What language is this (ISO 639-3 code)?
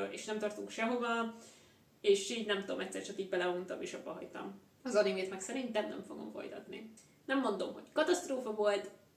hun